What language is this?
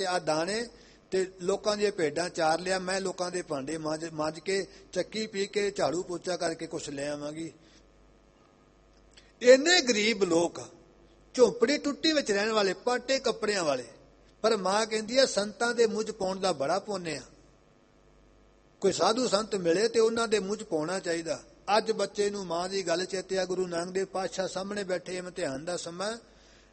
Punjabi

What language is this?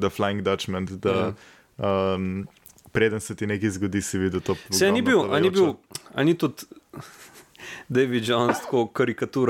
Slovenian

